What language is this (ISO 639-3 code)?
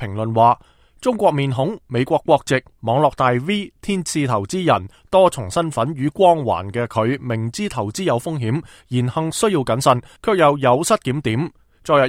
yue